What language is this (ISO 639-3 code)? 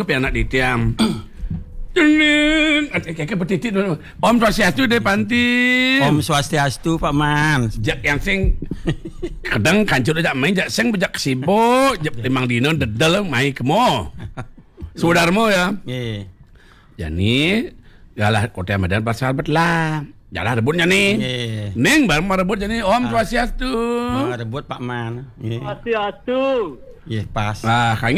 ban